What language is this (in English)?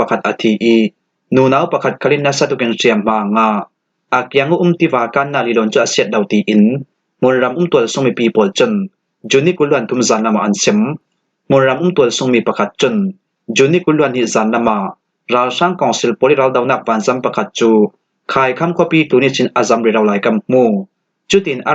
Falam Chin